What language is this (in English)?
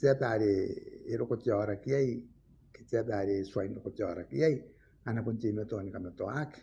Gilbertese